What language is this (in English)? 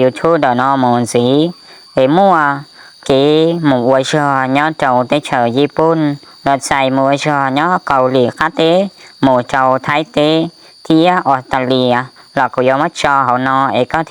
Hmong